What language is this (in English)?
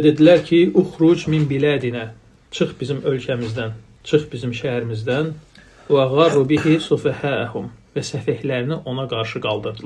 Azerbaijani